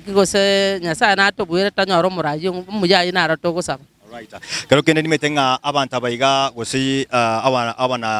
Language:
Gusii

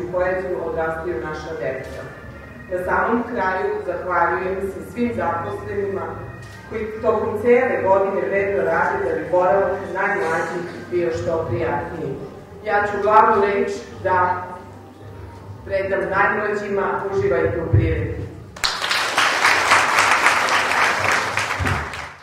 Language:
Serbian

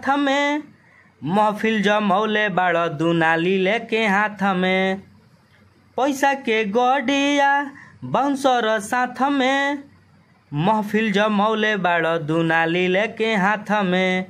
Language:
Bhojpuri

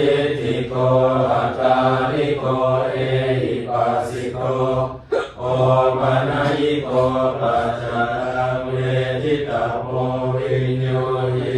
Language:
Pali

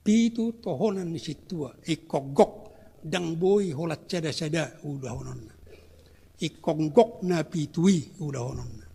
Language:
Batak Toba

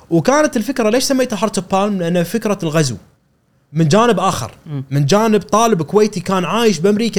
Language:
Gulf Arabic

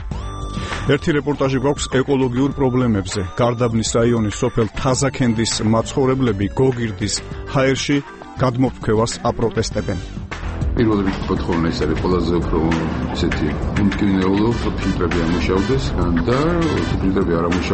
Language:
Georgian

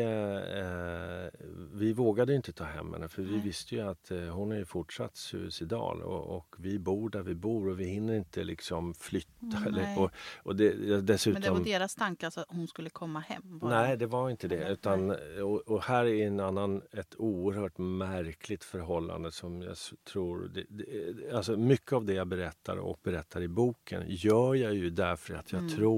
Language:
Swedish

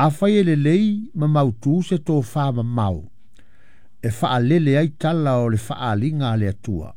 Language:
Samoan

